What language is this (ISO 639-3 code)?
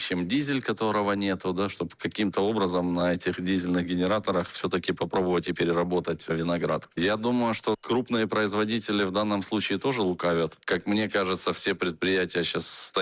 rus